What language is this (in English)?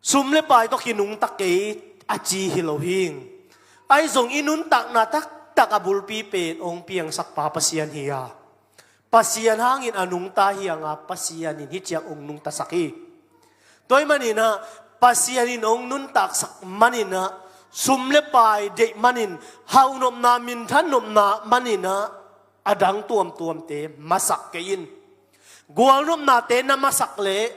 Tedim Chin